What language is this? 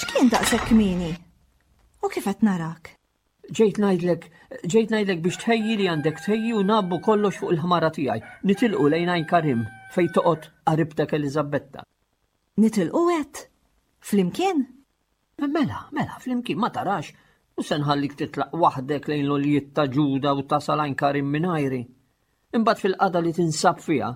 Maltese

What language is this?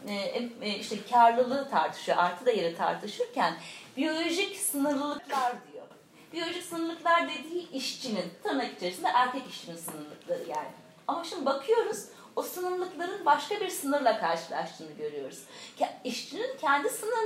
Turkish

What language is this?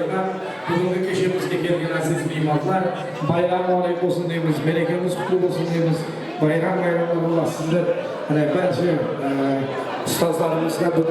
Kara-Kalpak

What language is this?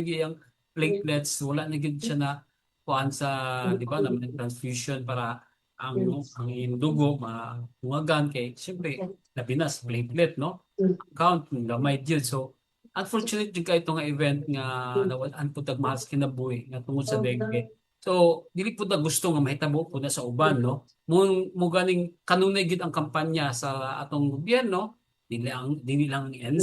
Cebuano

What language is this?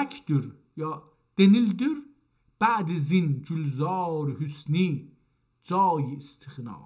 South Azerbaijani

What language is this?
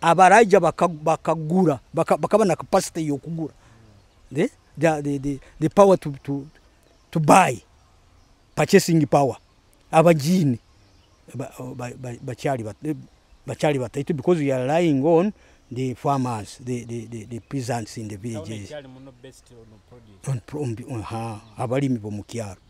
Nyoro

